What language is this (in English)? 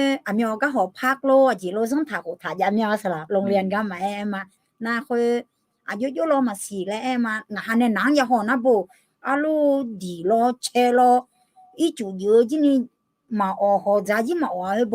Akha